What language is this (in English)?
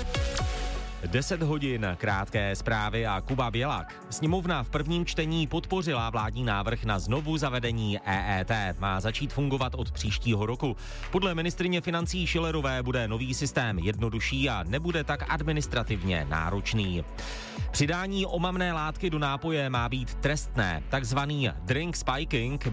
Czech